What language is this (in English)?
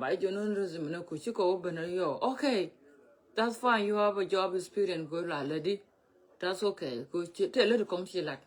Nuer